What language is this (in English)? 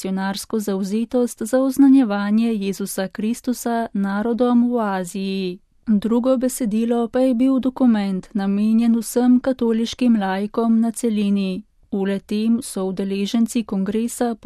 Slovenian